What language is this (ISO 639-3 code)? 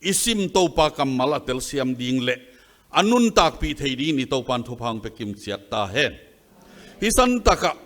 ctd